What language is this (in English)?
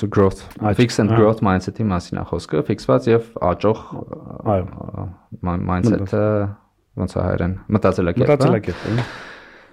Armenian